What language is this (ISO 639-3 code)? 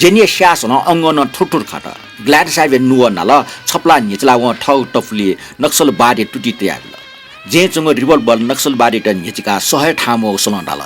new